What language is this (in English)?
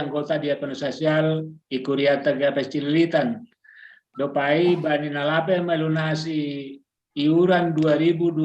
Batak Simalungun